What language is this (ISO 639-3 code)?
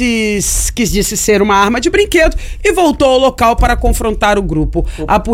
por